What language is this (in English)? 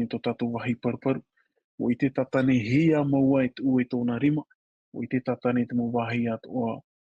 Tahitian